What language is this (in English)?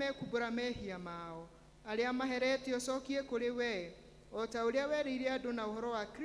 Kikuyu